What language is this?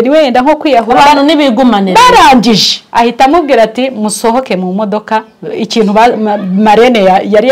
Kinyarwanda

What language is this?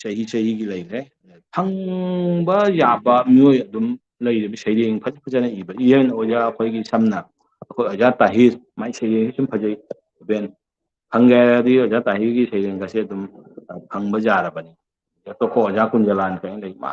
Manipuri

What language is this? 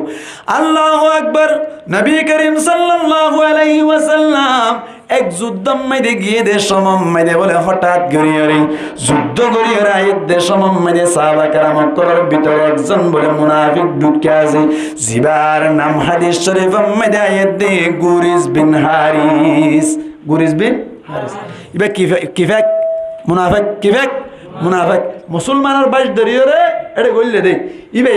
Rohingya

